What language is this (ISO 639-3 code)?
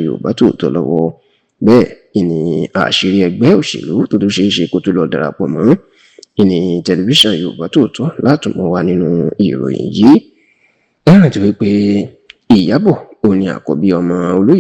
yor